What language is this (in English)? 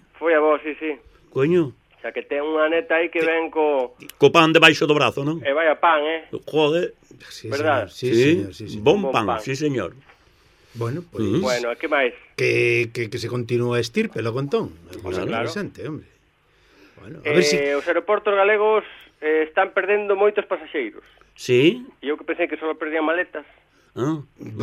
Galician